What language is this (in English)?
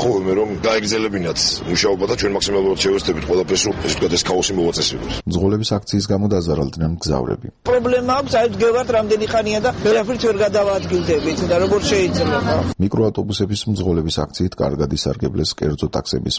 Georgian